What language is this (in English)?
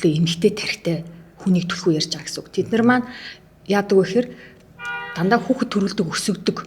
Mongolian